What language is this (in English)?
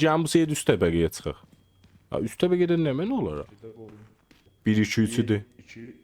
South Azerbaijani